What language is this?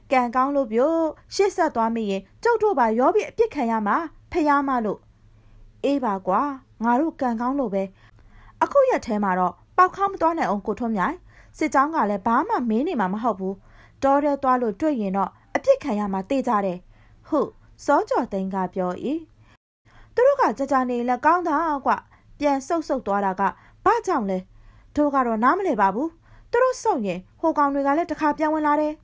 Burmese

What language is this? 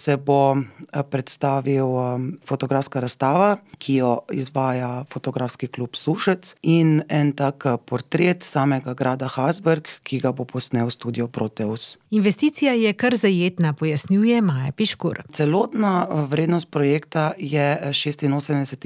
Slovenian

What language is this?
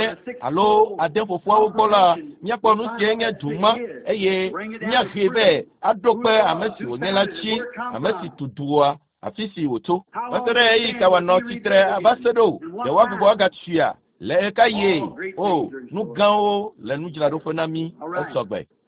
Ewe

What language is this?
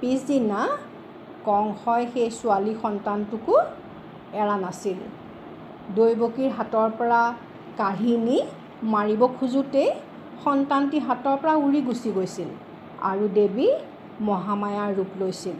Assamese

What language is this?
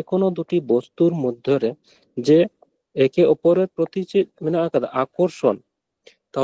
Santali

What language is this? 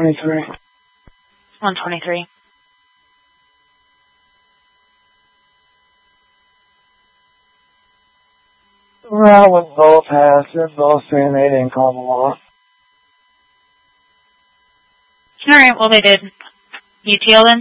English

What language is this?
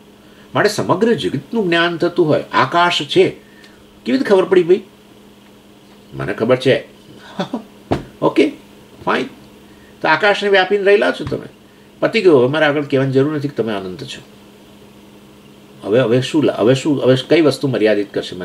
Gujarati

